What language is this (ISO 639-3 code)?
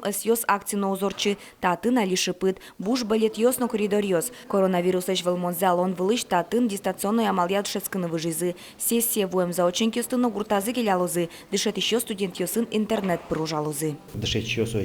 udm